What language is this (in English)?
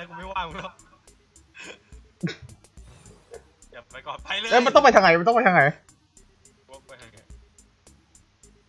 Thai